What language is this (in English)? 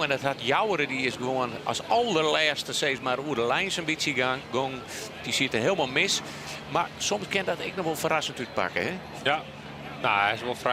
Western Frisian